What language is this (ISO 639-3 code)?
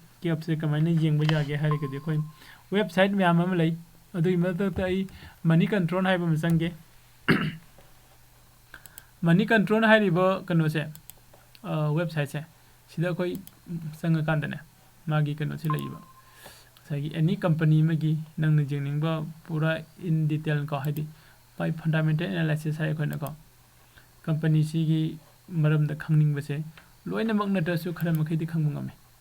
mni